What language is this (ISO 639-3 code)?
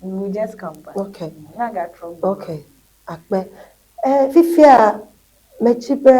ewe